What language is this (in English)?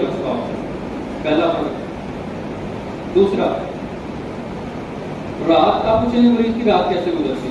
Urdu